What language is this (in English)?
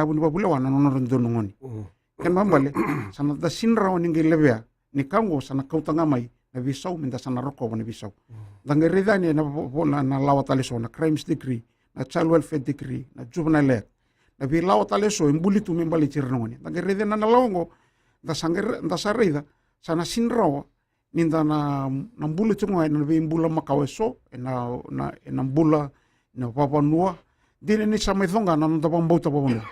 Fijian